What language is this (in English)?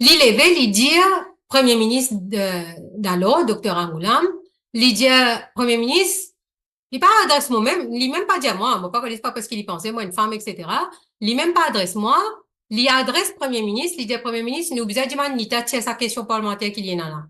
Morisyen